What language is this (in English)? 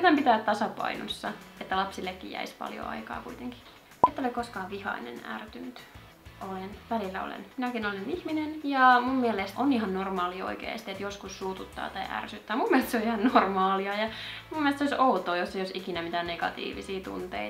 Finnish